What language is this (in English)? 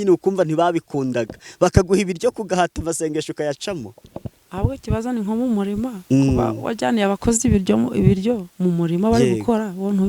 Kinyarwanda